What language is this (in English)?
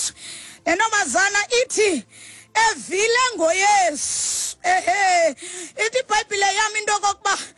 Xhosa